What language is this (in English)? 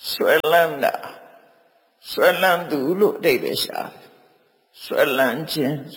Burmese